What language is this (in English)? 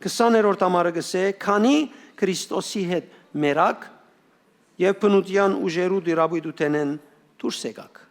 Western Armenian